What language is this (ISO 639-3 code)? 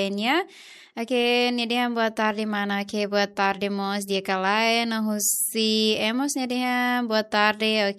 tet